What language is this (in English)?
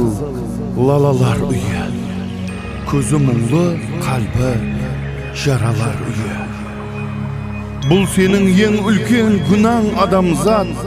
Kazakh